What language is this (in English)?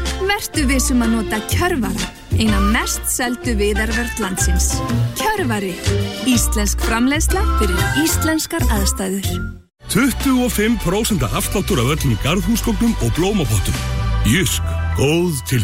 Icelandic